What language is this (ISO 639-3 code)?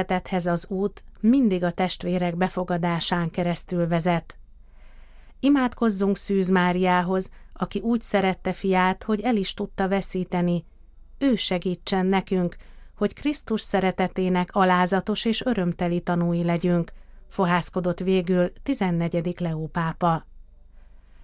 hun